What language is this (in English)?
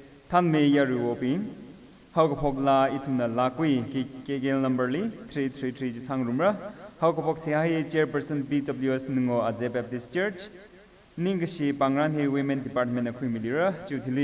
Tangkhul Naga (India)